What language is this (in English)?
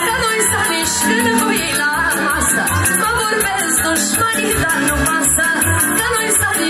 Romanian